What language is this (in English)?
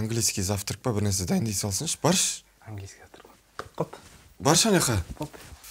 Kazakh